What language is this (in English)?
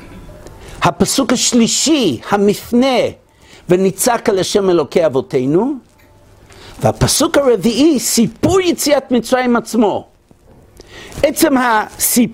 Hebrew